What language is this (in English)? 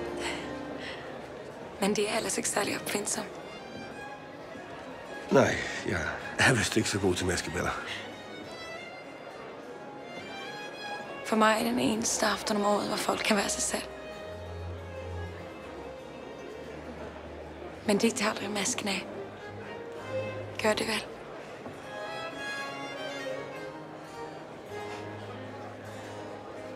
Danish